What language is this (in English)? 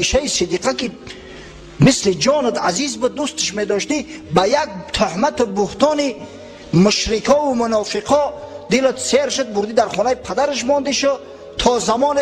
Tajik